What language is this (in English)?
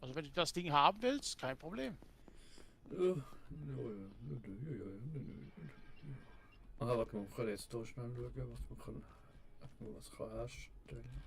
Swiss German